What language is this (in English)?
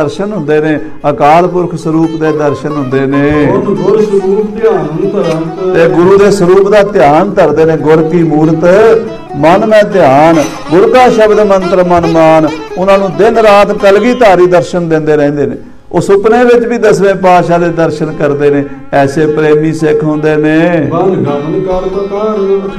Punjabi